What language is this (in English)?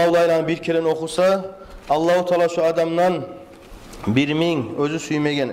Kumyk